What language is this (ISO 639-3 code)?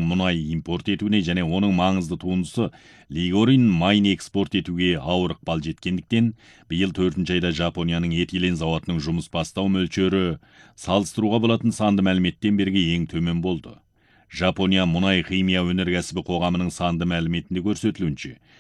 kaz